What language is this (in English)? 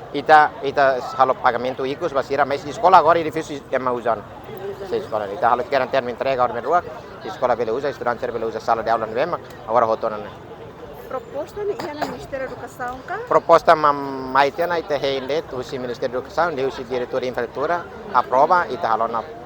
Tetum